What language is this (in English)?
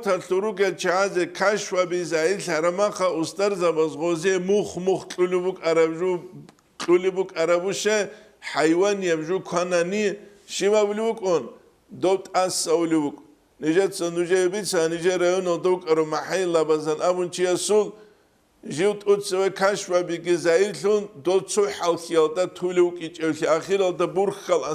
Avaric